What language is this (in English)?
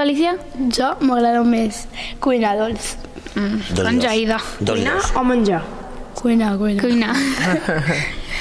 Catalan